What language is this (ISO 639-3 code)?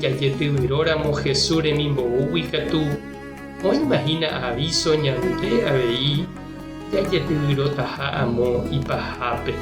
grn